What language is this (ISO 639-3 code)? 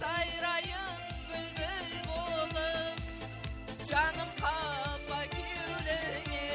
kaa